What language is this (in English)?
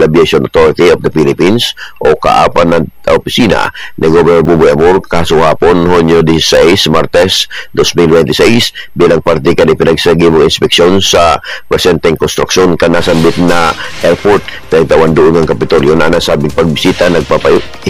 Bikol